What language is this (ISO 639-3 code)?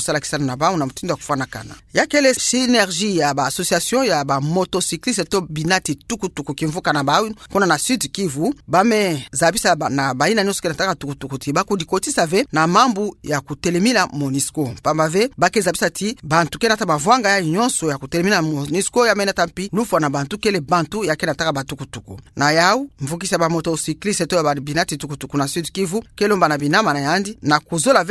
ktu